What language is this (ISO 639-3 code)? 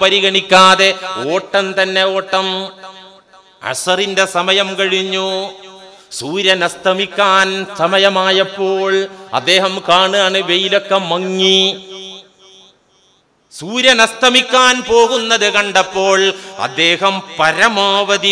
mal